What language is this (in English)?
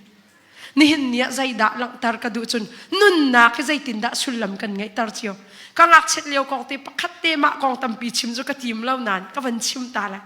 Hakha Chin